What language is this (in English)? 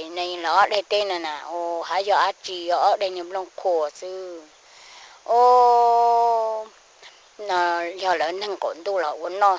Hmong